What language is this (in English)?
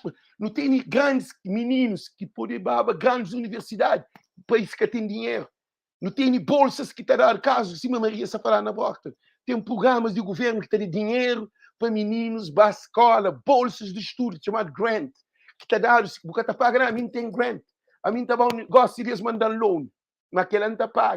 Kabuverdianu